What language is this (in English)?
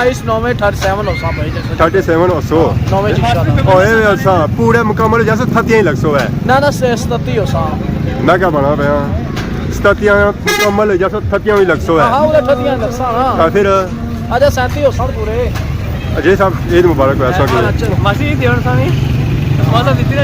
Pahari-Potwari